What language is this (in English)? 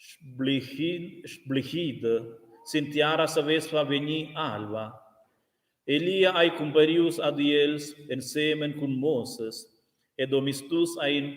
Romansh